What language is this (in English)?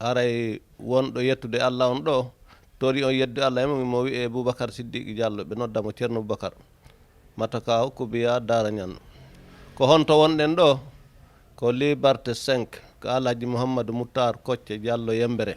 Fula